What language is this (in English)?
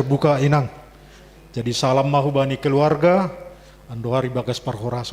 Batak Simalungun